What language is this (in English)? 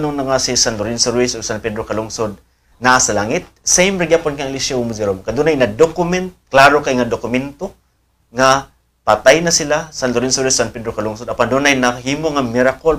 Cebuano